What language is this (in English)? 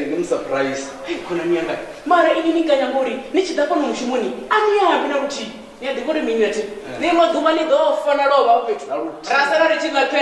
Venda